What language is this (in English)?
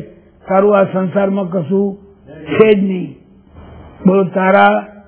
Gujarati